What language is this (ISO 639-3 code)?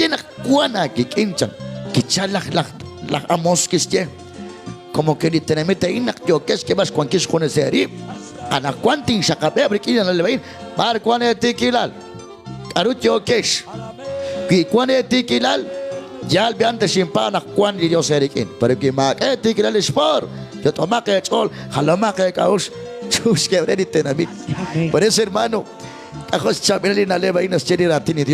kek